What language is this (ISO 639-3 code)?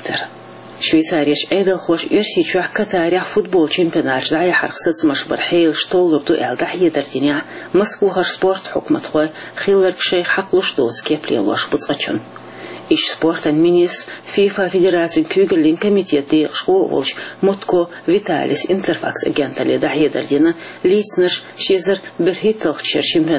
che